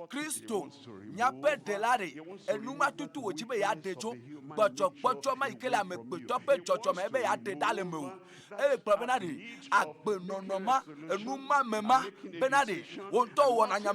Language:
Ewe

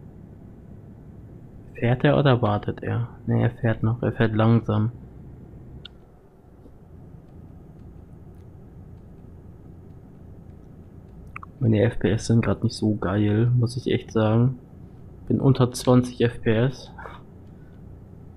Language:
German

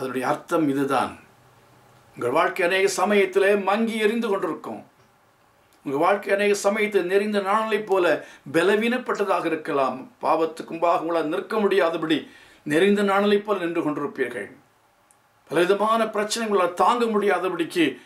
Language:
Tamil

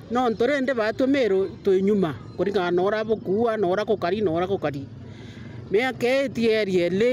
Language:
Meru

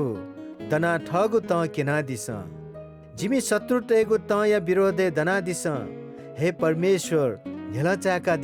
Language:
Newari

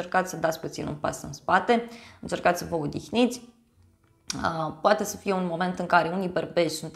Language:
Romanian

